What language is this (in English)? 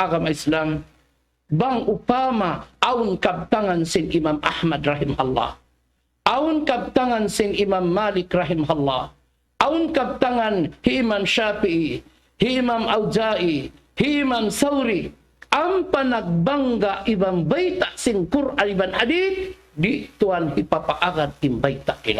Tausug